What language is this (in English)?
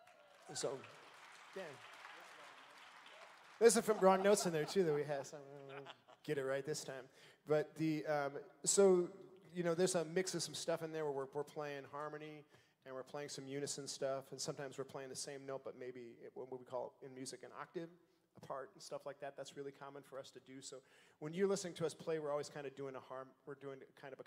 English